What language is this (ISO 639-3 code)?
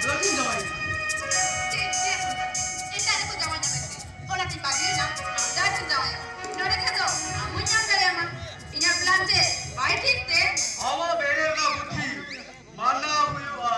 sat